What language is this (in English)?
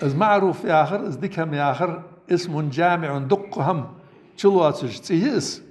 Ingush